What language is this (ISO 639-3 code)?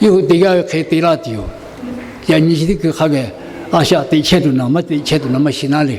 lhu